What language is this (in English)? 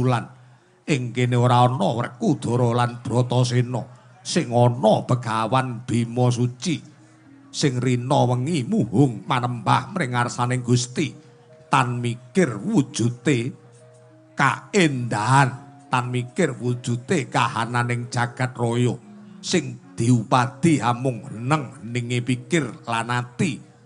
Javanese